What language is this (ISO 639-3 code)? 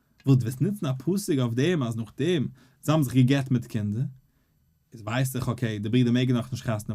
yid